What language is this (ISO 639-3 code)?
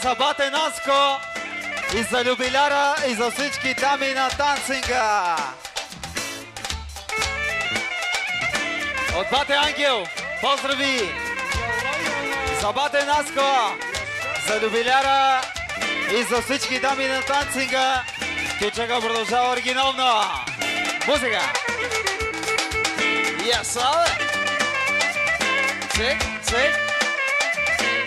bul